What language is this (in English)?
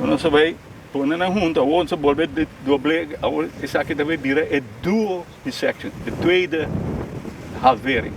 Papiamento